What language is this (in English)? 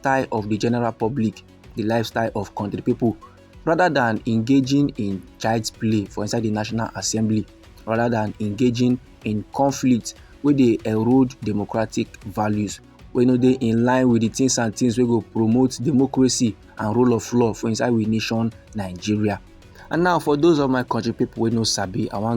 Nigerian Pidgin